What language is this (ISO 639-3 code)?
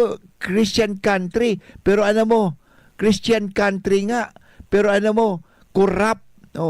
bik